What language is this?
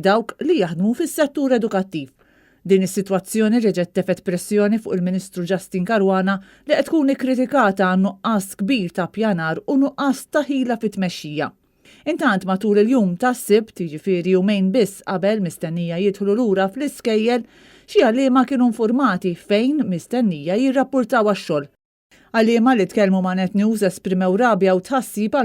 Maltese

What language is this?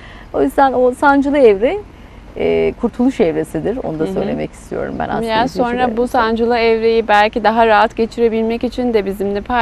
Turkish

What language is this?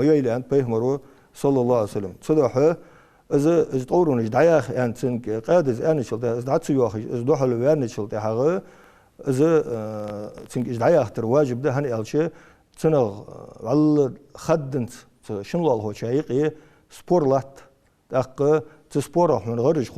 Ingush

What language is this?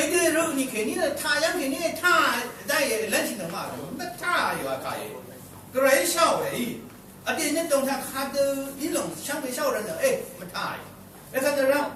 Rawang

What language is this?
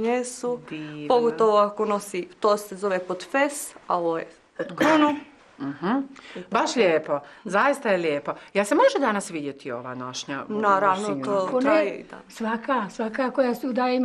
Bosnian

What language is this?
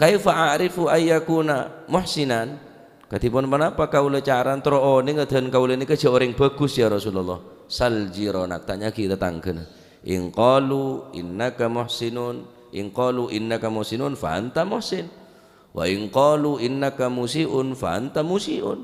Madurese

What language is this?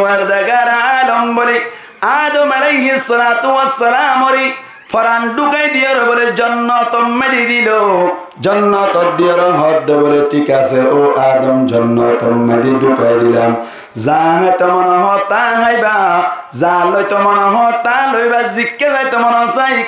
Rohingya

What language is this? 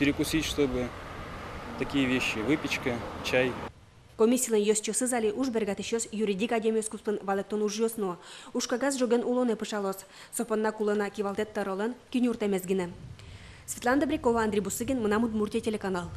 Udmurt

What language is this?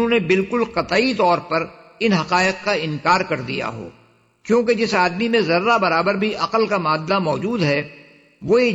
Urdu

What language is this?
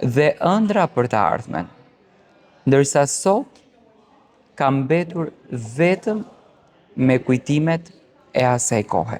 Albanian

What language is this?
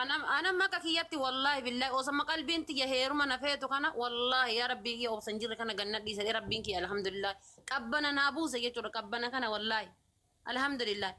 Oromo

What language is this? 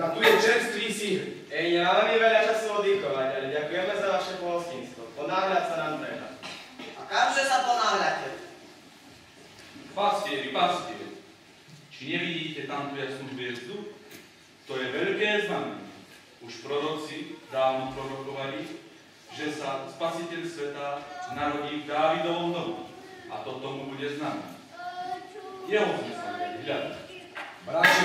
Slovak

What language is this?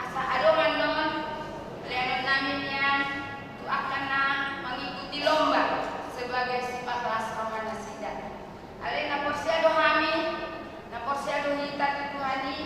Batak Toba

